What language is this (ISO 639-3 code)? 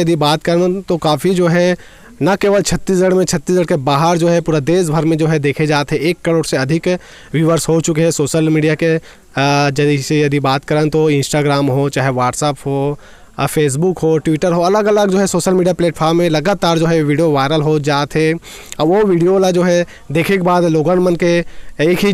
hne